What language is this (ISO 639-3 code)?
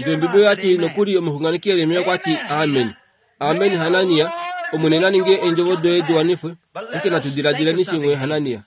kua